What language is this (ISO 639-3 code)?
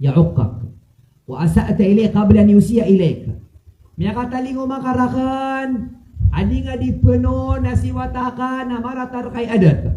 mrw